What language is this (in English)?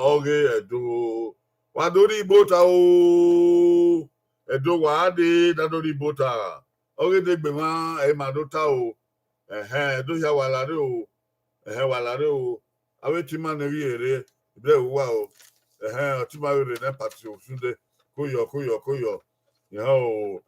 Bini